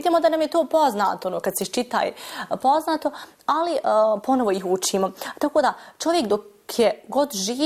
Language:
Bosnian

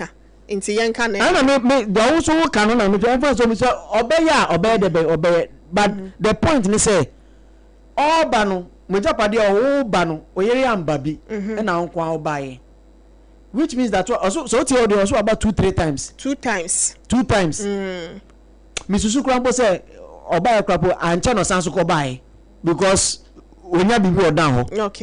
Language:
Akan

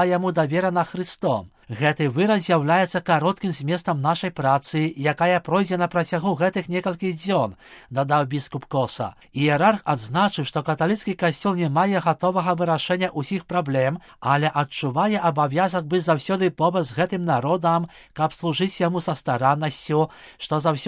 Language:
Belarusian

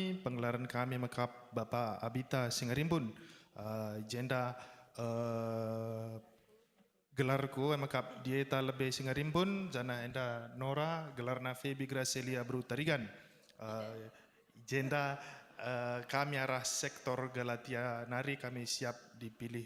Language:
Batak Karo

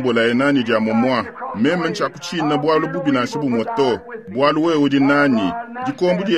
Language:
Luba-Lulua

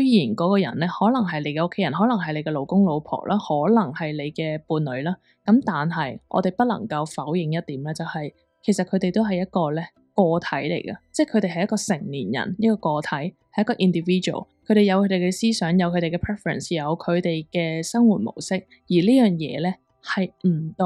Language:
Cantonese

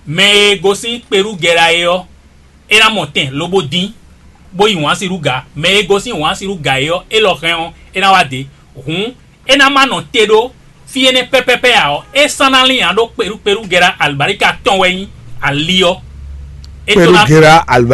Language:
Fon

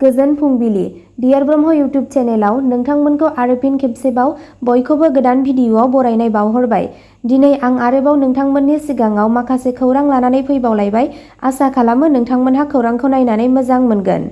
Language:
Bodo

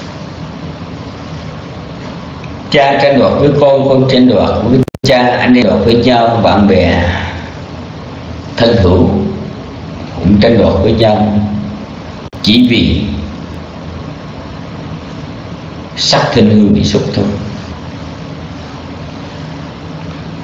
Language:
Vietnamese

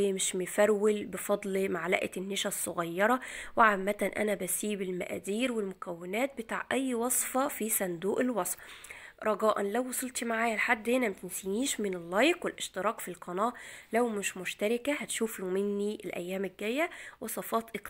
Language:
Egyptian Arabic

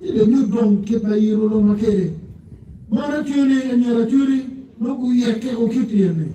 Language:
Acoli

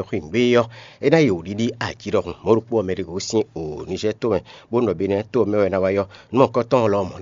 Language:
Fon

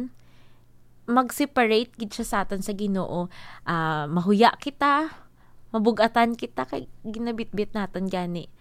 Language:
Hiligaynon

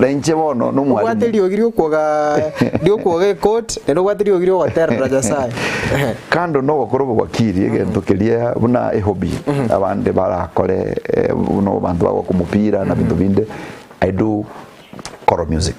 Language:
Gusii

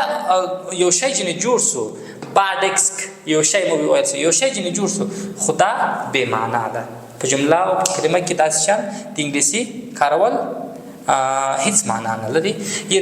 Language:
Pashto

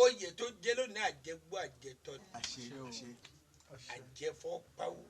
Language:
Yoruba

